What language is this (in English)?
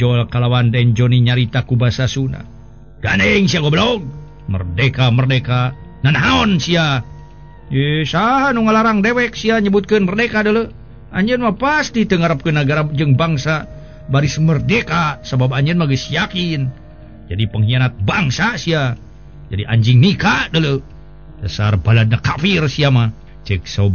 Sundanese